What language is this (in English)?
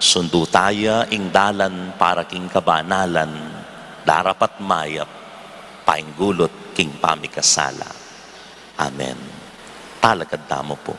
Pampanga